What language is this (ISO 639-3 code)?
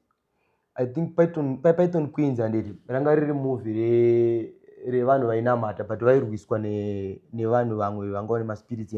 sna